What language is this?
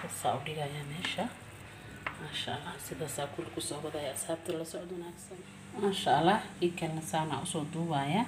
Somali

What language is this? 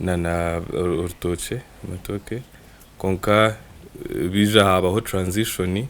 Nyankole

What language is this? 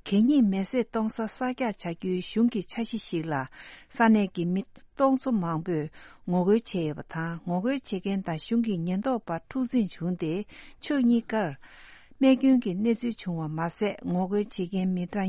Tibetan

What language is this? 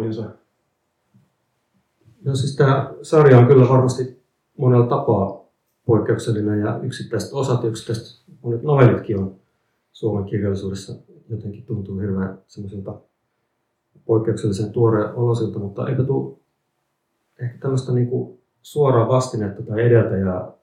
Finnish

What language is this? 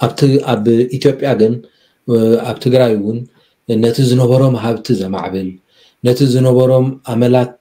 Tigrinya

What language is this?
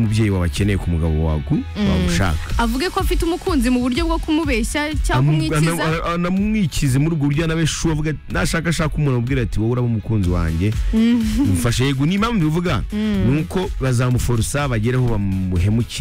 Kinyarwanda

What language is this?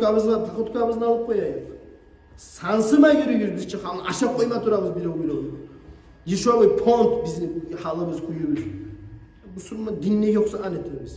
Kumyk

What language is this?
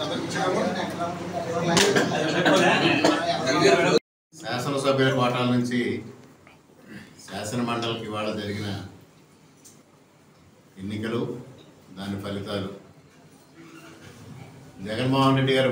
Telugu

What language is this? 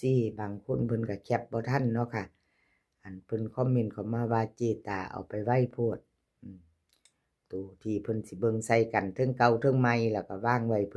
Northeastern Thai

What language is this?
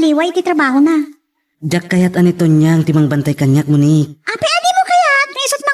Iloko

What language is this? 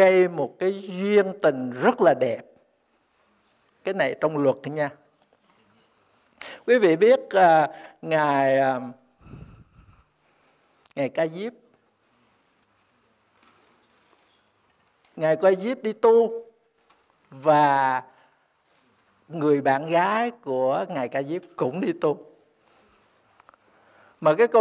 Vietnamese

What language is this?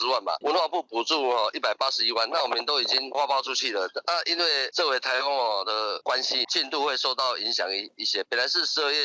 Min Nan Chinese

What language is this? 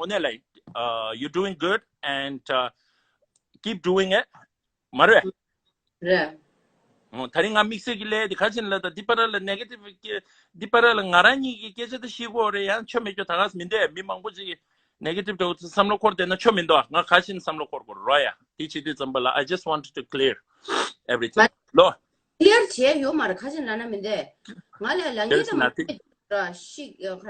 Tibetan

